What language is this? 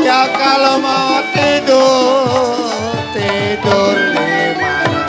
Betawi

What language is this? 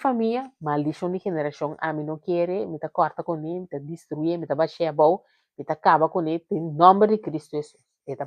Papiamento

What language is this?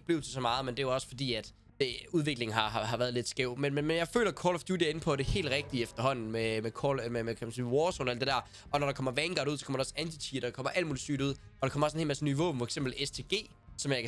Danish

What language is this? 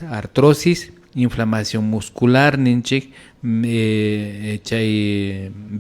Imbabura Highland Quichua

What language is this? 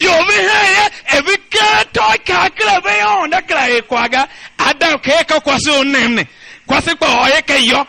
Tiv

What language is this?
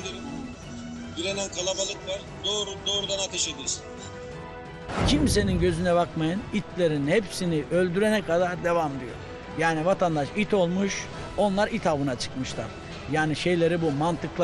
Turkish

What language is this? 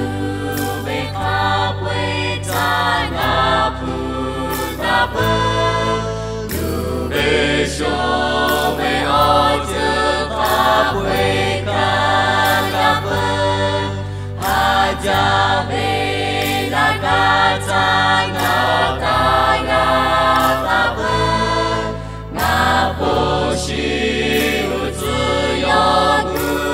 Lahu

